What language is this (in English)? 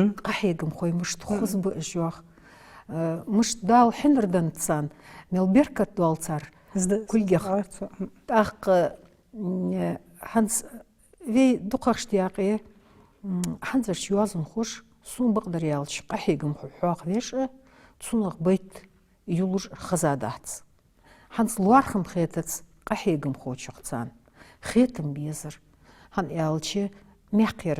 Ingush